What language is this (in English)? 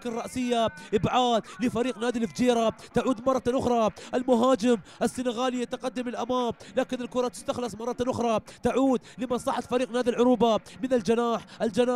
Arabic